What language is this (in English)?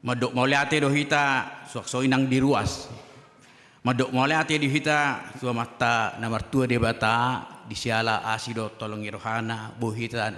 Batak Toba